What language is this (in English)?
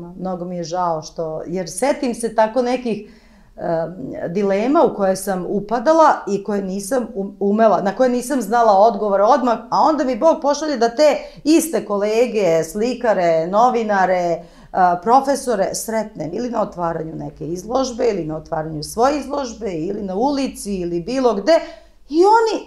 Serbian